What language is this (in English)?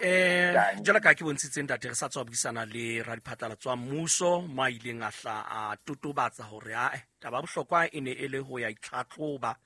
Southern Sotho